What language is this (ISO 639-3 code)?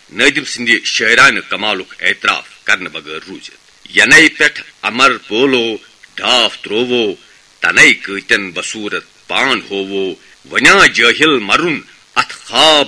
kas